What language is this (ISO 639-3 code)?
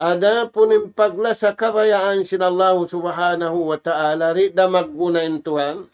tsg